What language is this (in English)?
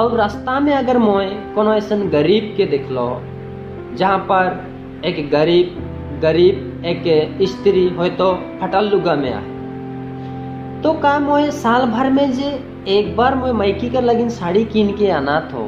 Sadri